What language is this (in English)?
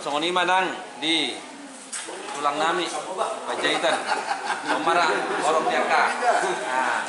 Batak Toba